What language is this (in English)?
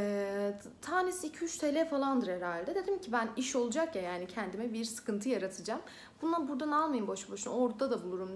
Turkish